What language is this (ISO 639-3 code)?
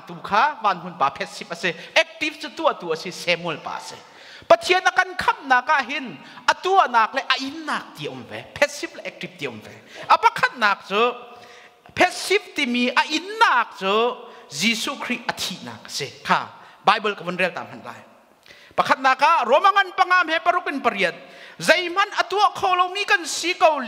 cnh